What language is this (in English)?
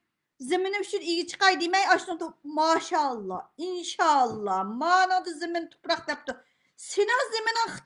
Uyghur